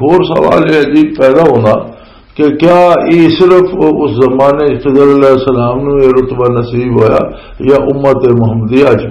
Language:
Western Panjabi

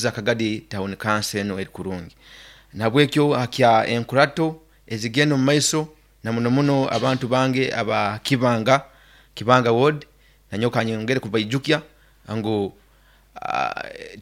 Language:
Nyoro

